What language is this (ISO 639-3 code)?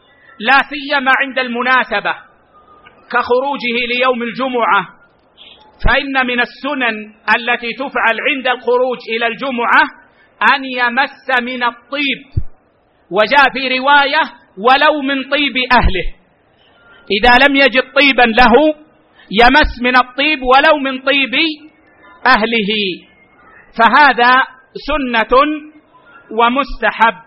ara